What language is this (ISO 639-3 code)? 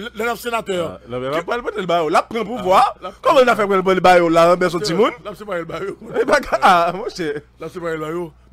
fra